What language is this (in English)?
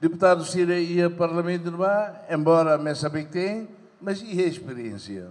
Tetum